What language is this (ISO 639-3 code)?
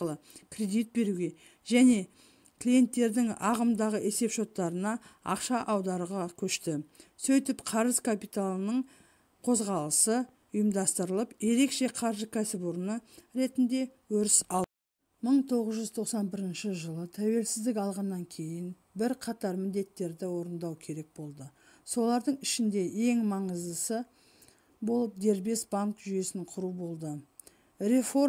kaz